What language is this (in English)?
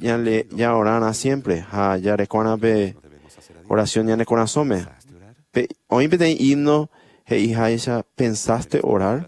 Guarani